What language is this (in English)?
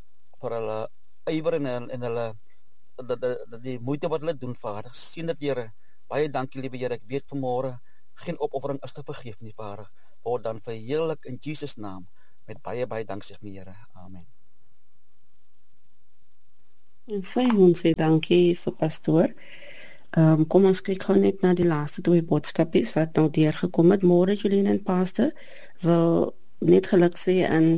Afrikaans